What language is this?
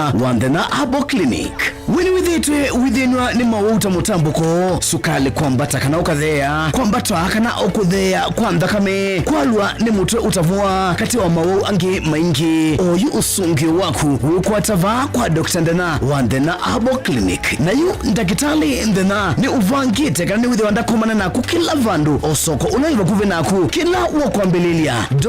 Kamba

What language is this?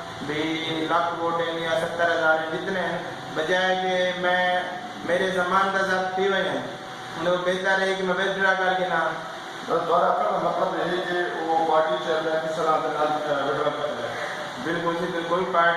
Saraiki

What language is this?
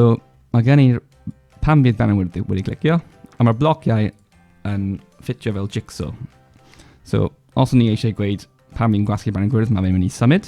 Welsh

